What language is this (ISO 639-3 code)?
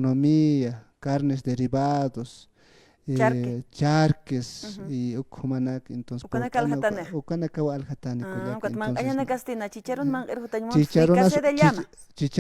aym